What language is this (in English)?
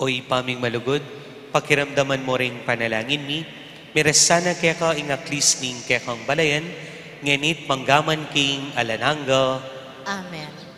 Pampanga